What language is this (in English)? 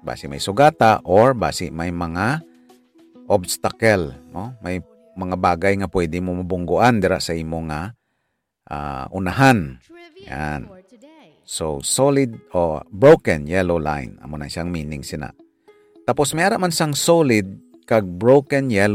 Hiligaynon